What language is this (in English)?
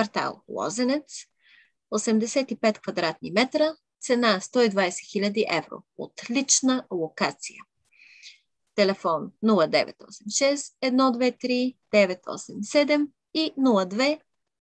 Bulgarian